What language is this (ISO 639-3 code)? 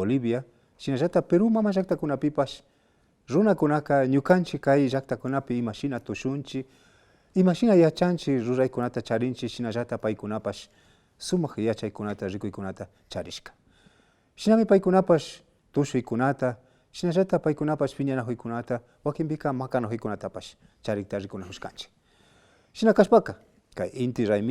qvi